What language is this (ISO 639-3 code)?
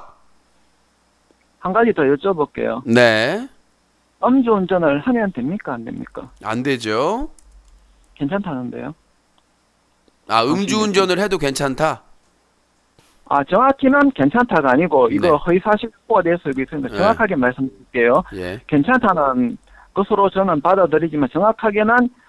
kor